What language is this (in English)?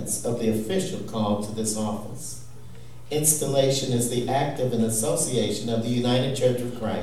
English